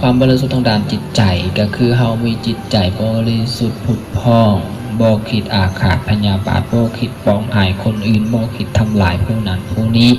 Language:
Lao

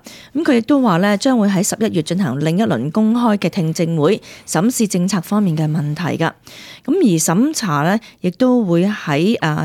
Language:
Cantonese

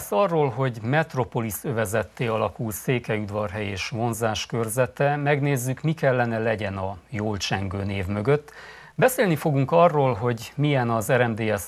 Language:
Hungarian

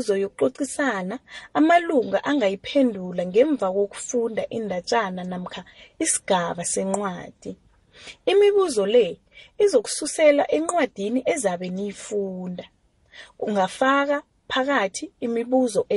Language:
South Ndebele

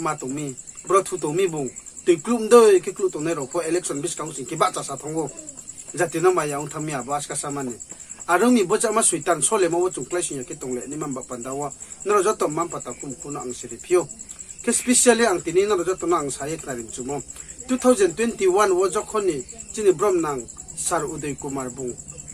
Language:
Riang (India)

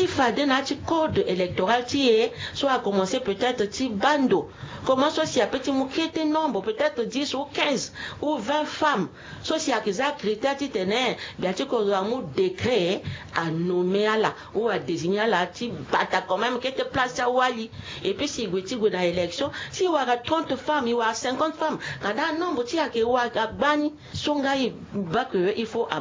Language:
Sango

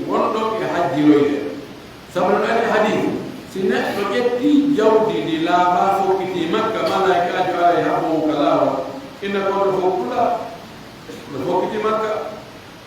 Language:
Pular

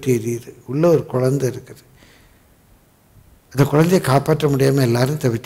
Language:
Tamil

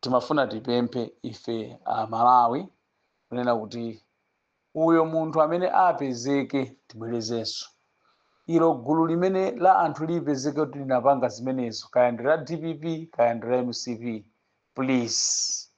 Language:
Nyanja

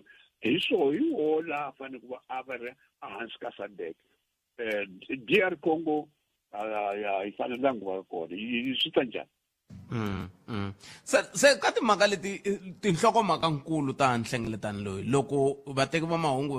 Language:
Tsonga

